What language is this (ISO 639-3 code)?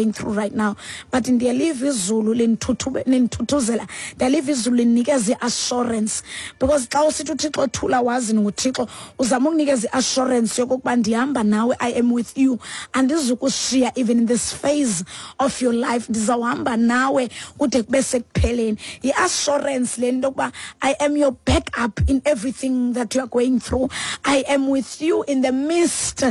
xho